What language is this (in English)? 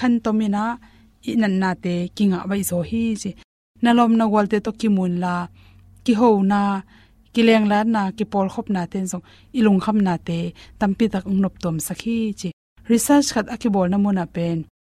Tedim Chin